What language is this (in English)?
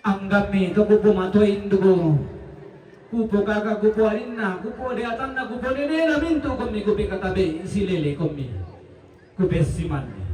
Toraja-Sa'dan